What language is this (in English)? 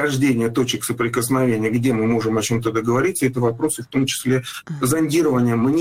Russian